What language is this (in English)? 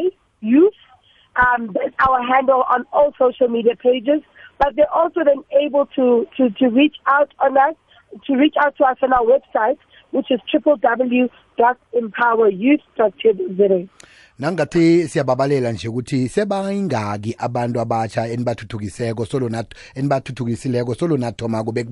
South Ndebele